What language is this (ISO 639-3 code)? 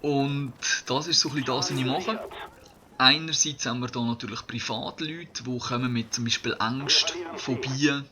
gsw